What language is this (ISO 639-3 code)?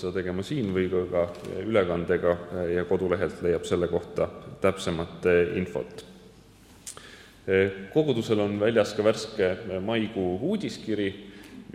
est